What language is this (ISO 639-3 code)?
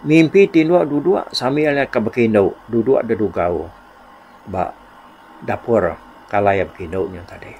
iba